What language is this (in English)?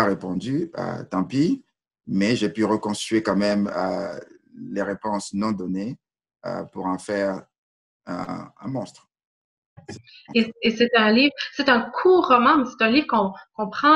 French